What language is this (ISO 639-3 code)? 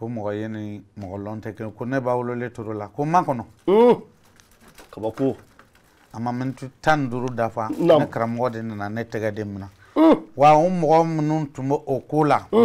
bam